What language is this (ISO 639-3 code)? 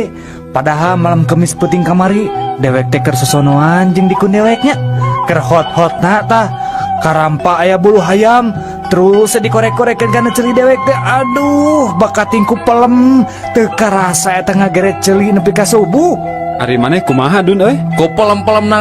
sun